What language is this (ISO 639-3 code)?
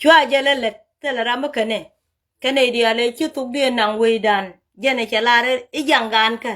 nus